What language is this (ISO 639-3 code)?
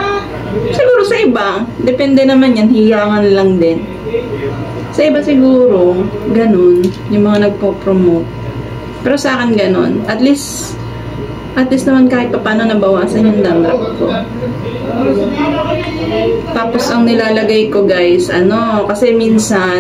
fil